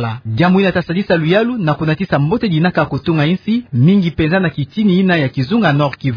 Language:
Kituba (Democratic Republic of Congo)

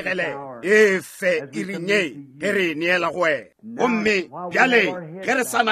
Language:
Northern Sotho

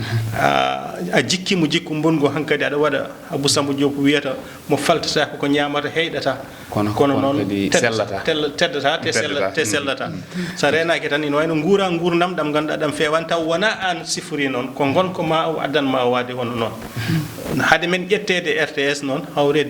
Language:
Fula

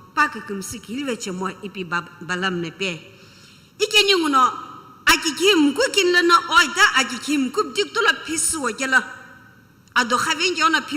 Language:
Sumi Naga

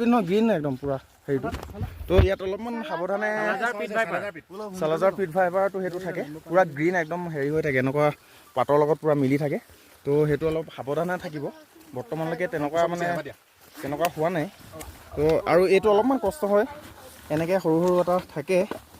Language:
Assamese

